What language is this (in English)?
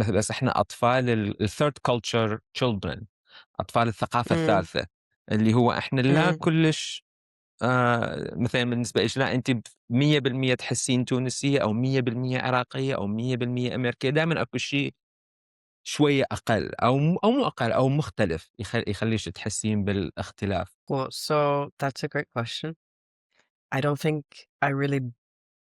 Mesopotamian Arabic